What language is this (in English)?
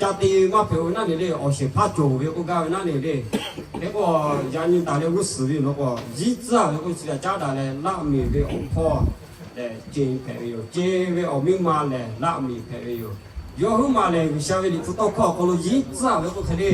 Lahu